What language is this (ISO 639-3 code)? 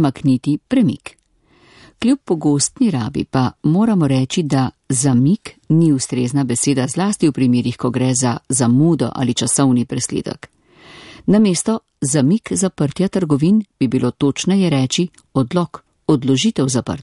slv